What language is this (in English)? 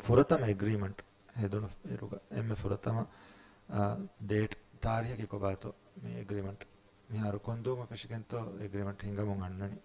Divehi